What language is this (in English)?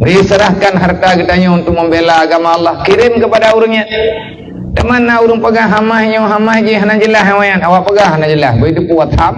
Achinese